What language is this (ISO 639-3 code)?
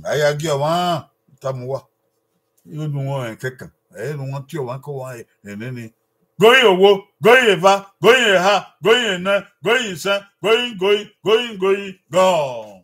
bin